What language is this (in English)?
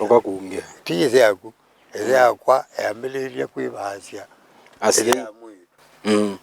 Kamba